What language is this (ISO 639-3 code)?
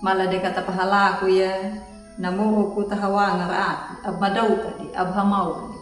akg